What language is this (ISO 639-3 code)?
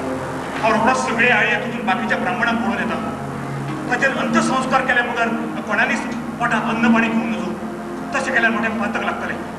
kok